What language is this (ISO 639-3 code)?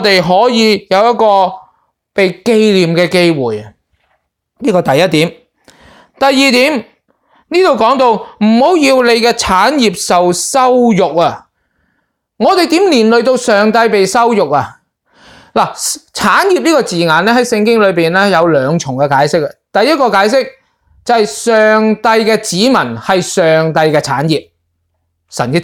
yue